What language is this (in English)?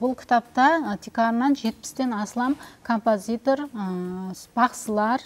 Kara-Kalpak